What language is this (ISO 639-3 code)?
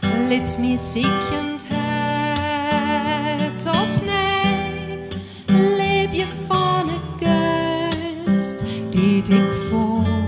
fry